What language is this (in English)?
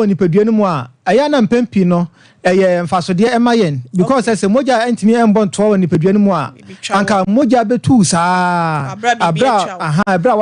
Akan